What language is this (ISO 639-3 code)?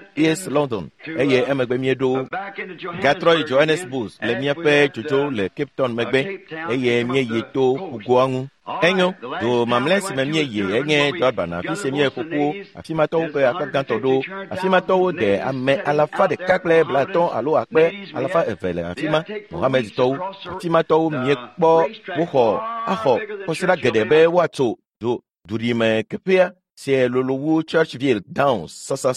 ewe